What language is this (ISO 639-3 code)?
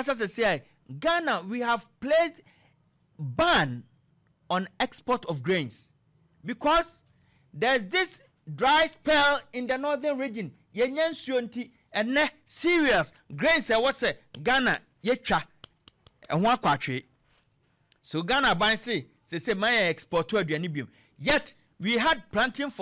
aka